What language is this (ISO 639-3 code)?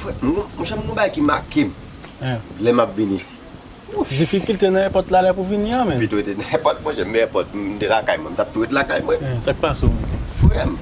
hat